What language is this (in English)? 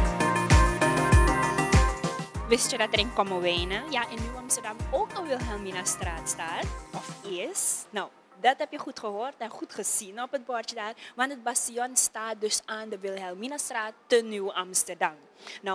Dutch